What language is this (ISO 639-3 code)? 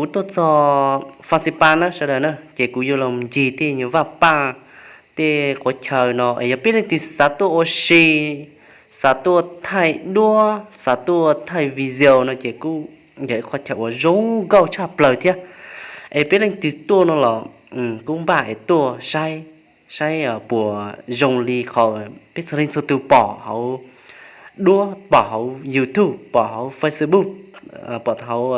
hmn